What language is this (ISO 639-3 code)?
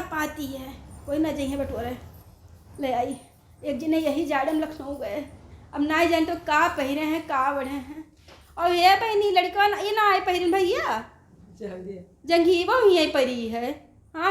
awa